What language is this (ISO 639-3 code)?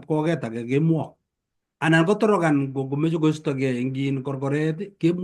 kln